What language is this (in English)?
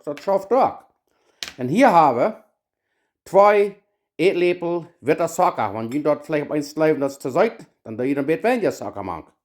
Plautdietsch